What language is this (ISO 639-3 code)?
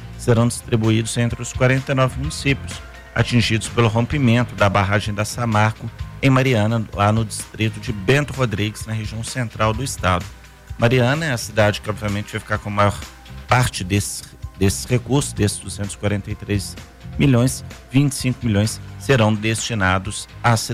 por